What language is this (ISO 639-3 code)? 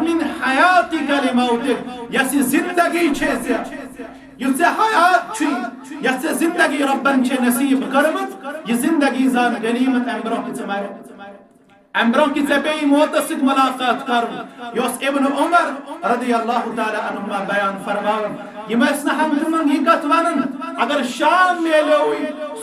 kas